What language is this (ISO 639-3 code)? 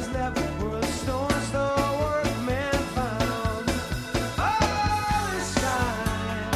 est